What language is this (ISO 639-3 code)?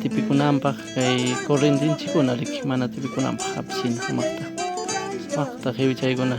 quy